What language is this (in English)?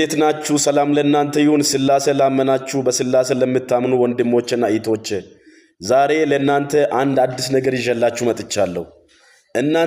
Amharic